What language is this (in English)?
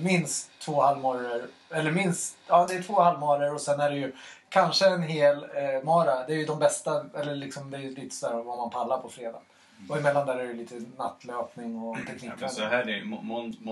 Swedish